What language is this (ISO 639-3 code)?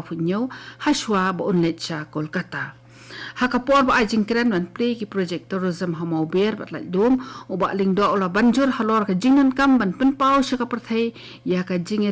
kha